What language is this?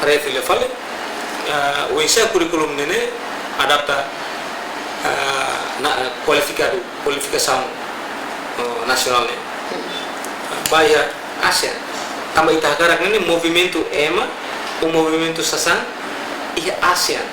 Tetum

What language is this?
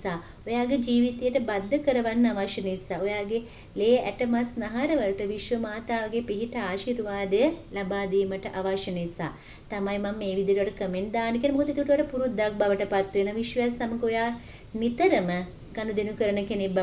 Sinhala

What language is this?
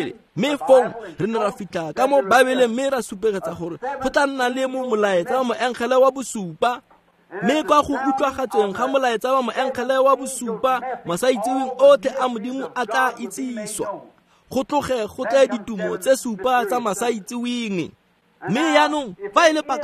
Tswana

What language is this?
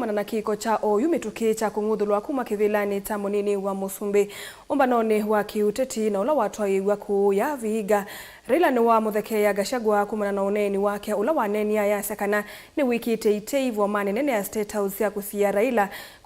Kamba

